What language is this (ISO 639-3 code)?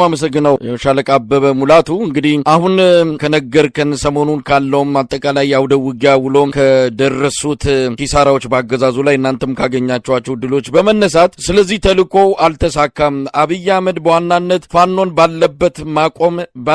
amh